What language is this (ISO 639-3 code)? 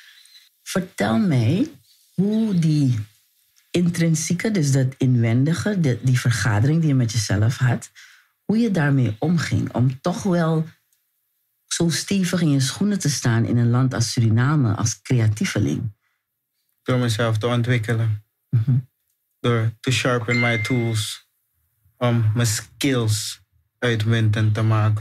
nld